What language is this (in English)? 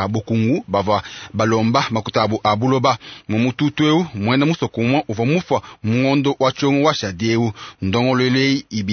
Luba-Lulua